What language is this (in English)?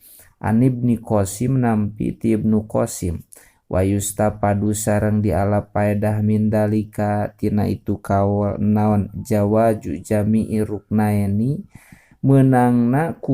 Sundanese